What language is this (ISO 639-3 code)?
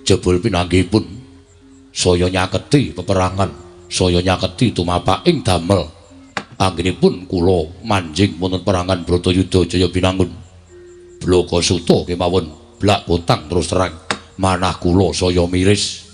jav